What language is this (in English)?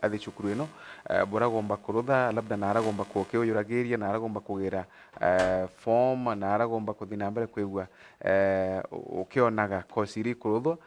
Meru